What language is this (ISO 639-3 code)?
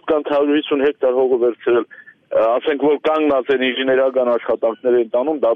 hye